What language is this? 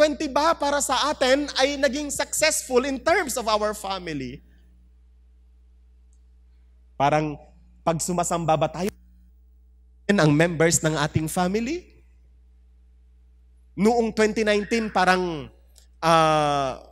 Filipino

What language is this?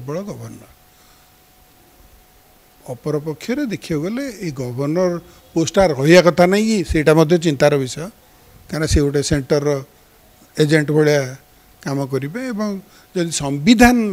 Odia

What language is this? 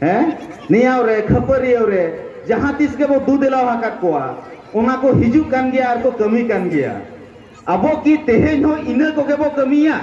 Santali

